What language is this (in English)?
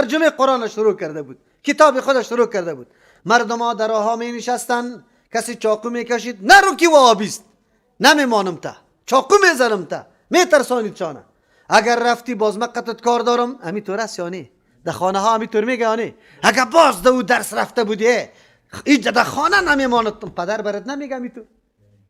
Persian